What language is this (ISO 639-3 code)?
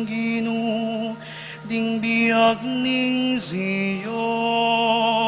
pam